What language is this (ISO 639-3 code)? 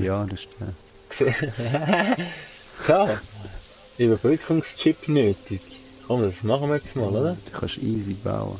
gsw